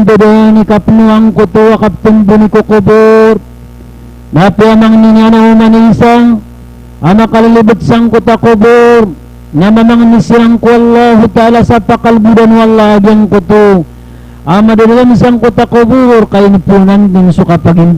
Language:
Maranao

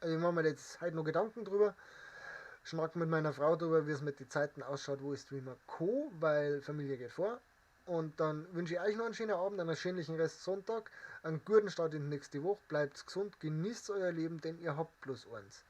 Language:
Bavarian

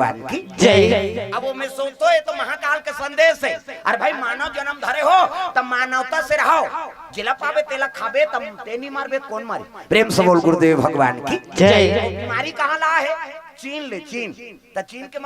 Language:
Chhattisgarhi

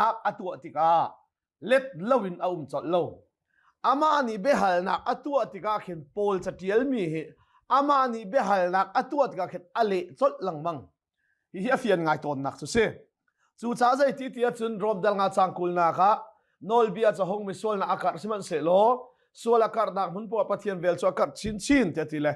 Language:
Hakha Chin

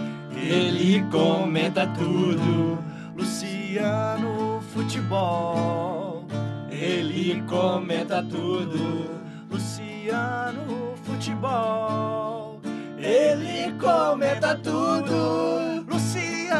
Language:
Portuguese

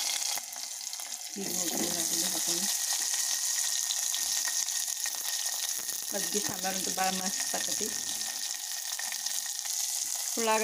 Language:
Kannada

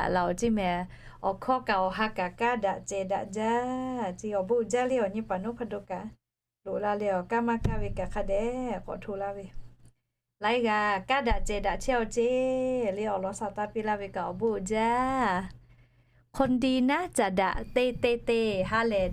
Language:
Lahu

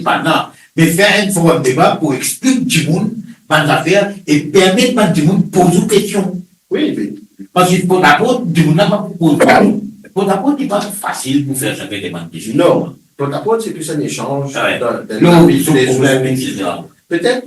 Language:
Morisyen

